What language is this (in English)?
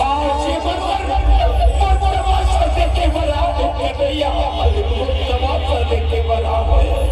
Chhattisgarhi